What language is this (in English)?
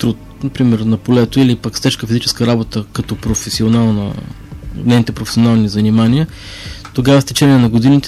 Bulgarian